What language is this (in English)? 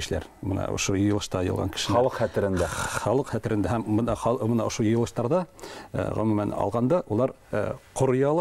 Bashkir